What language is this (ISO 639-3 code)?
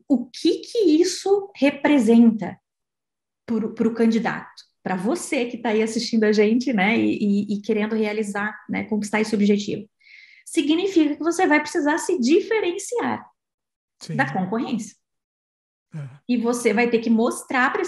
por